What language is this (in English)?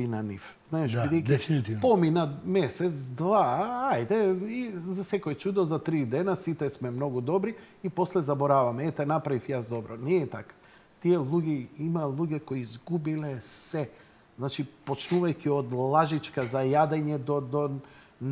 Macedonian